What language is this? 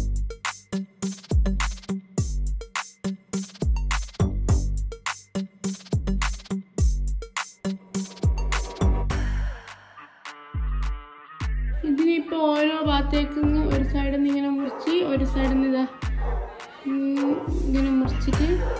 Malayalam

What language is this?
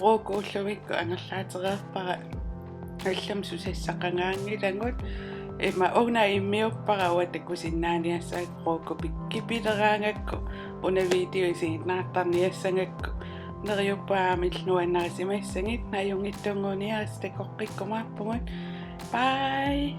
Kalaallisut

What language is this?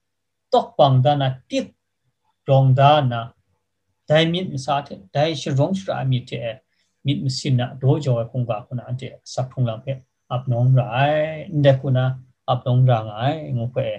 Kachin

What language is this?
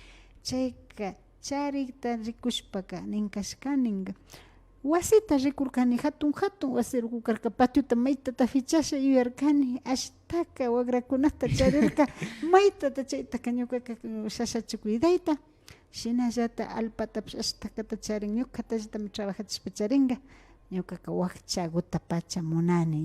Imbabura Highland Quichua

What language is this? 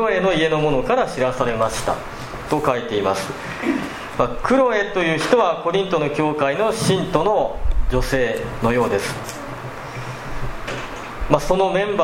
Japanese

